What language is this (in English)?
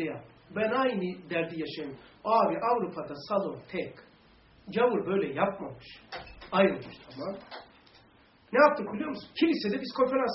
Turkish